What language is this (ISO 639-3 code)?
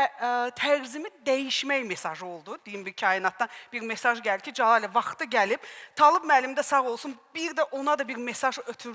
aze